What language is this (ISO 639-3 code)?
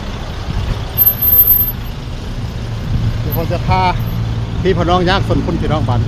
tts